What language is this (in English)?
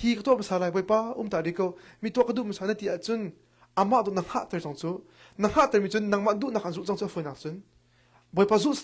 Hakha Chin